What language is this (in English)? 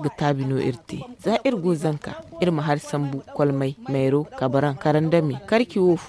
Zarma